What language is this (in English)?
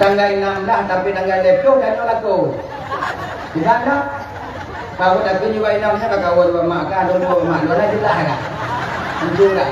Achinese